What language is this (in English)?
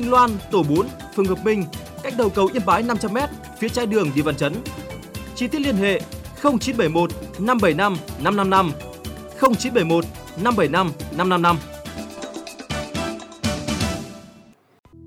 Vietnamese